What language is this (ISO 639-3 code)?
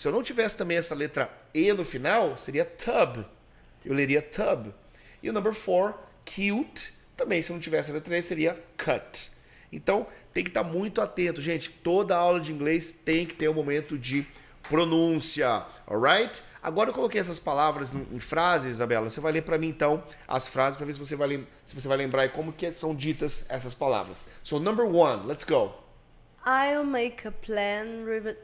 por